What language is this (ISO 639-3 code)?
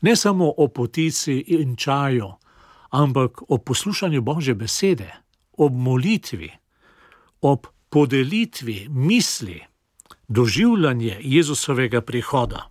slv